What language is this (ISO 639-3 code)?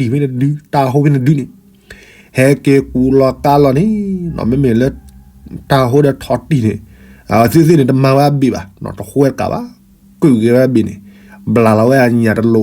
ksw